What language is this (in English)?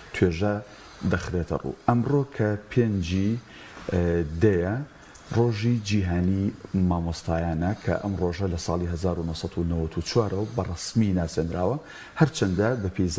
Central Kurdish